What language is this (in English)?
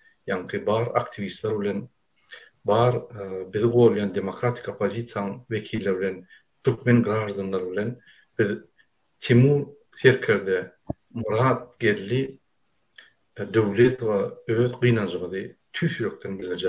Turkmen